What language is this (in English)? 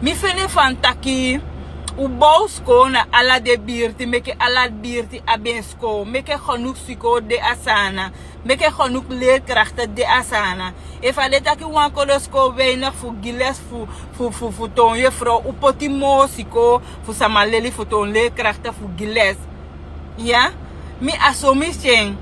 Sranan Tongo